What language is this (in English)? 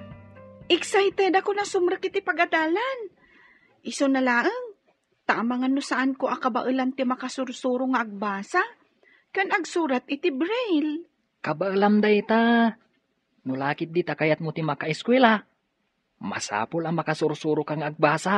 Iloko